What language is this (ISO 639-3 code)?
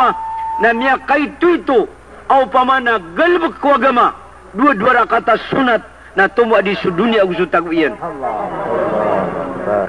mrw